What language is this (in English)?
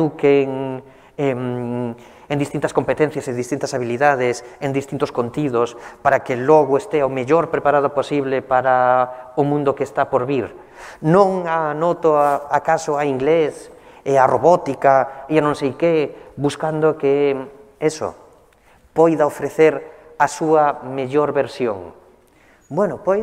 Galician